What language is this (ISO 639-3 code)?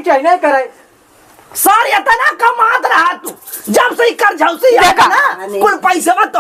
awa